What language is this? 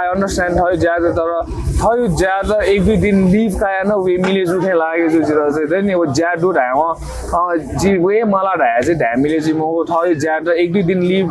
Newari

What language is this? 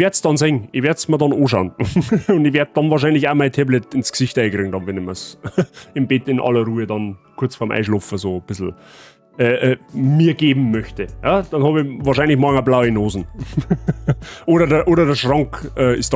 Bavarian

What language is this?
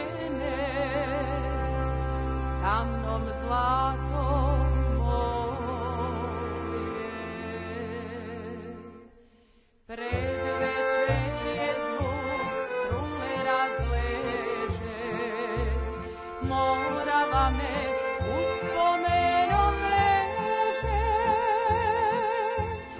Serbian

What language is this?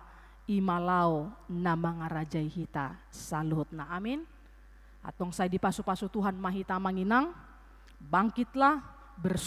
Batak Toba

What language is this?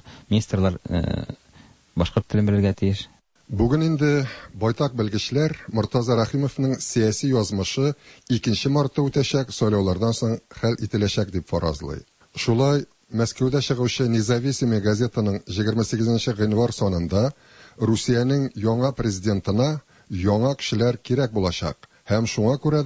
Tatar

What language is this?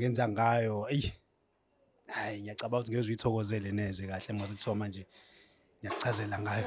Zulu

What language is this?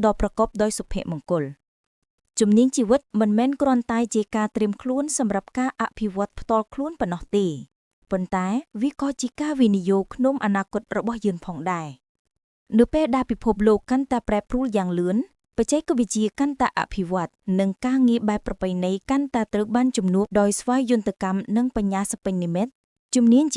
Khmer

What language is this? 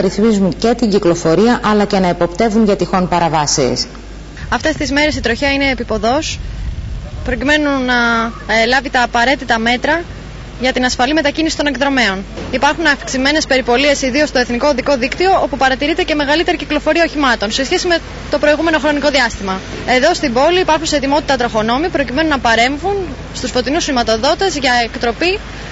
Greek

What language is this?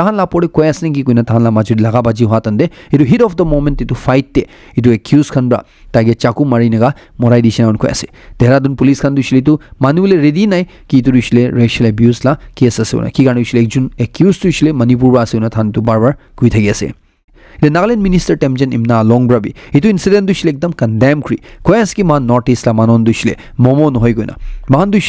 Naga Pidgin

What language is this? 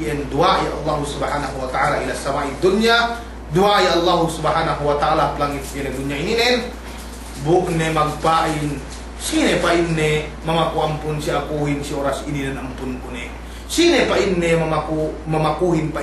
Yakan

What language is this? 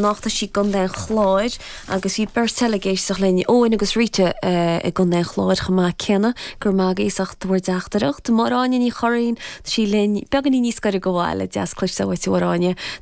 Irish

